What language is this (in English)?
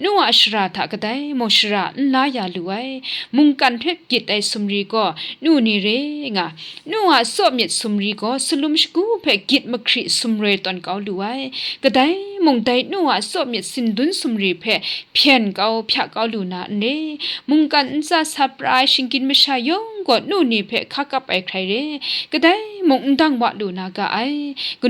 Kachin